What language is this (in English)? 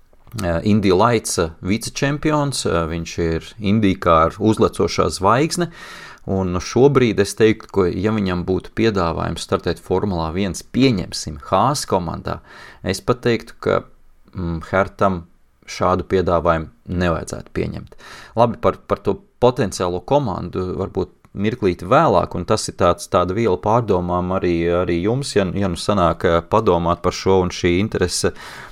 Latvian